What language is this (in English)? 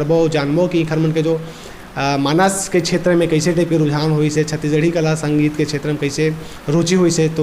Chhattisgarhi